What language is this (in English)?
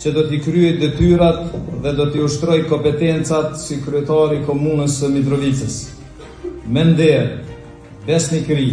Albanian